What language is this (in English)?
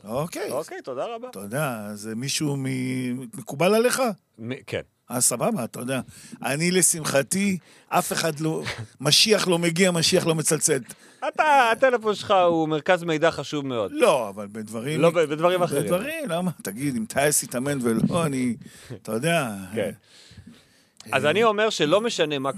Hebrew